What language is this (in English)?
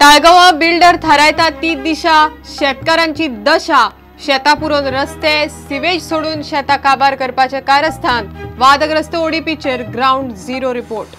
Konkani